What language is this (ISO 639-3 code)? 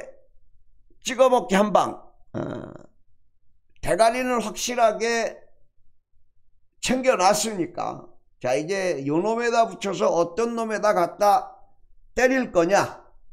kor